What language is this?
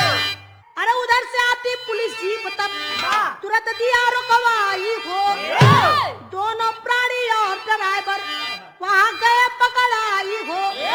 Bhojpuri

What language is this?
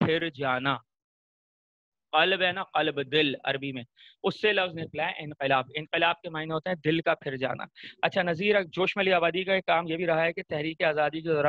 Urdu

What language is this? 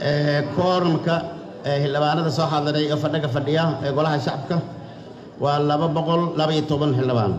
Somali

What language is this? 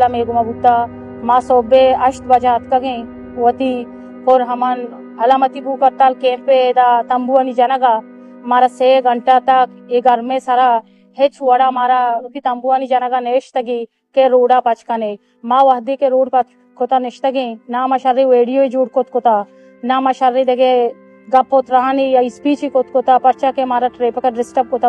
Eastern Balochi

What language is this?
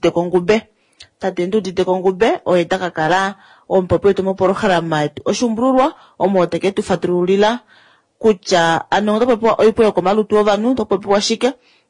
Kuanyama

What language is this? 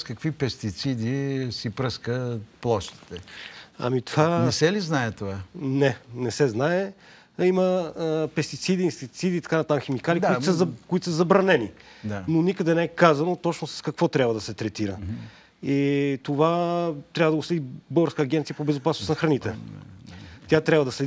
Bulgarian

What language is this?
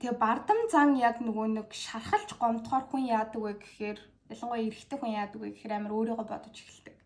Mongolian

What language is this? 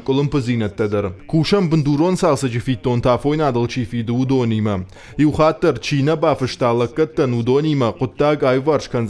Ossetic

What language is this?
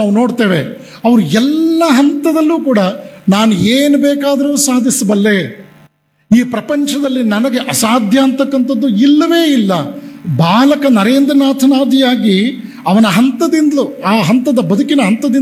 Kannada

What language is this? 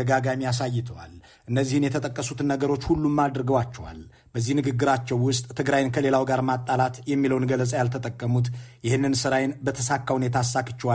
Amharic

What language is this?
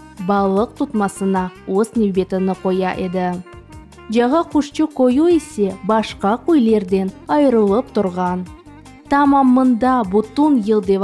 Crimean Tatar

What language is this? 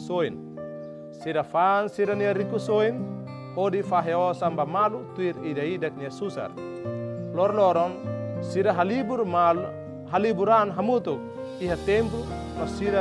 Tetum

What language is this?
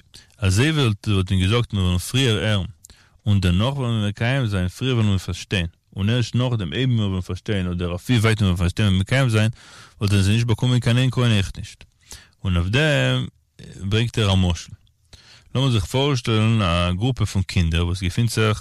Yiddish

